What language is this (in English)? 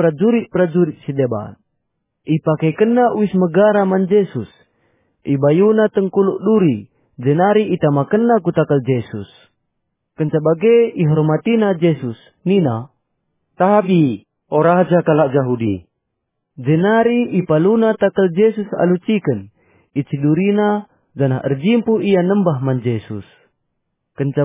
Batak Karo